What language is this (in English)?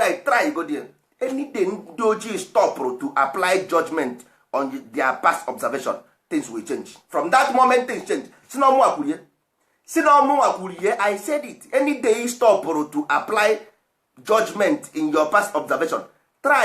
Igbo